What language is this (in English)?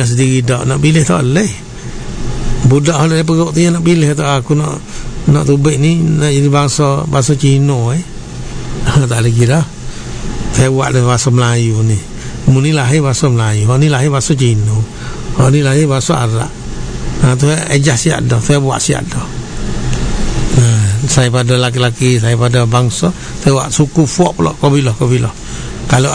Malay